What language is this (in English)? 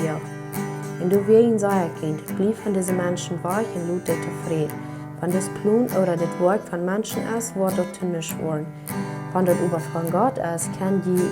Plautdietsch